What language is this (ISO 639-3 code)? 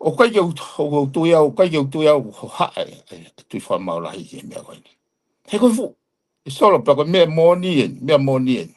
ton